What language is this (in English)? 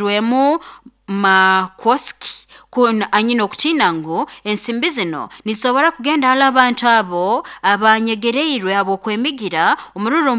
Nyoro